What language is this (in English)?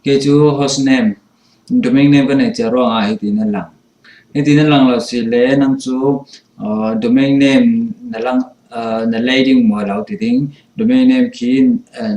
Falam Chin